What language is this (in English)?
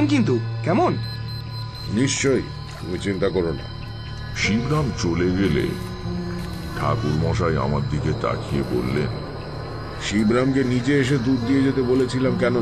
Bangla